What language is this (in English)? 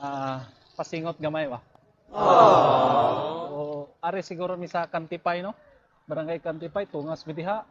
Cebuano